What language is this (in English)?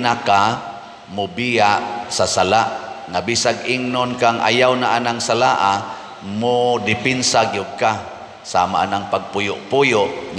Cebuano